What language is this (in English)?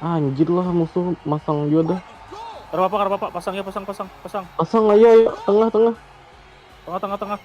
Banjar